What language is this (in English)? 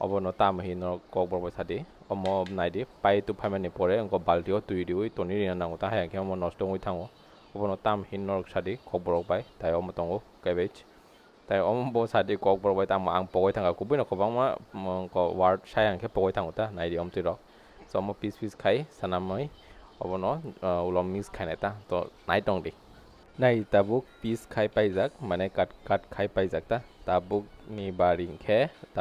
Kok Borok